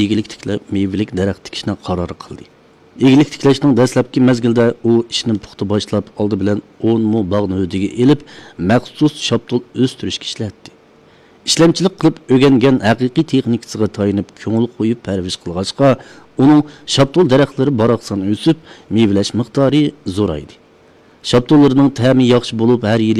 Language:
Uyghur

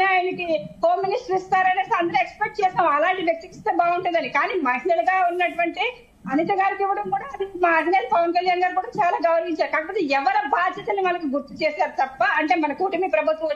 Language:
Telugu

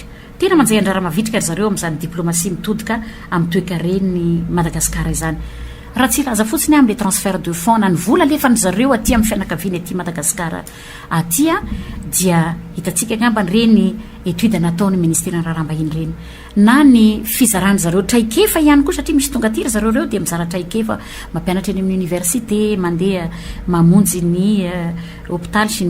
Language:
Malagasy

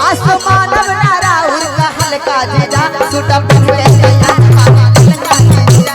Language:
Magahi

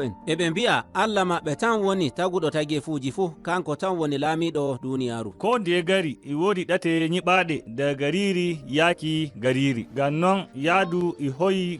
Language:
Nigerian Fulfulde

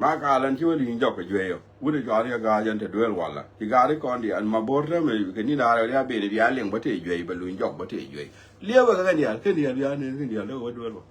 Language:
Nuer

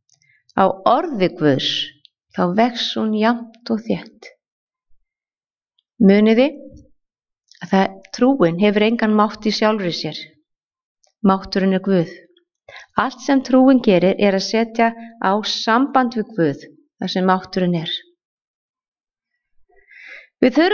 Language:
Icelandic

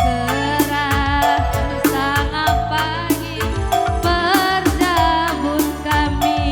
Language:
Batak Karo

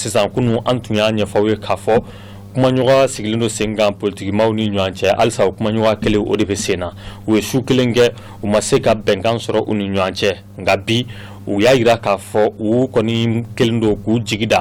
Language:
Bambara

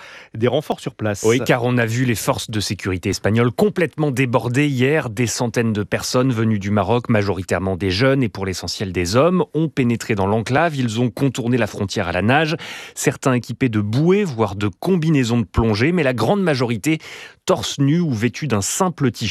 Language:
French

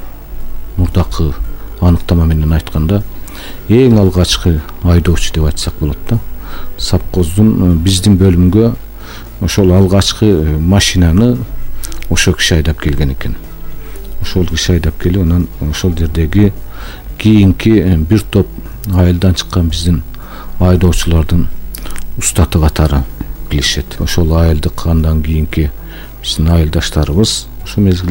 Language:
Kyrgyz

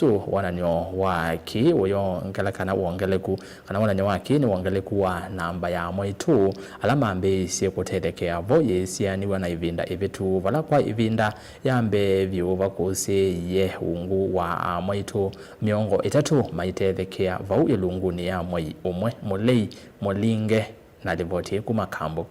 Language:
Kamba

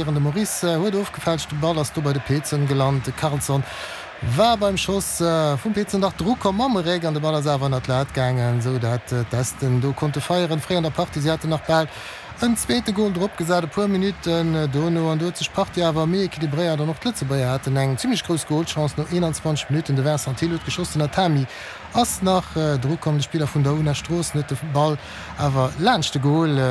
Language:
Luxembourgish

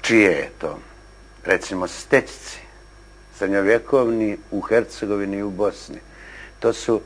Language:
Bosnian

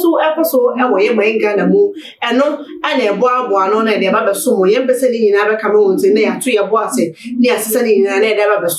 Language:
Akan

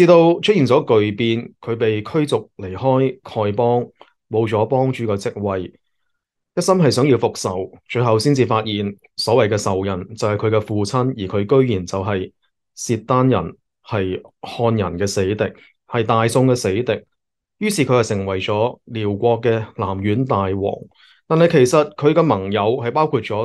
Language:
Cantonese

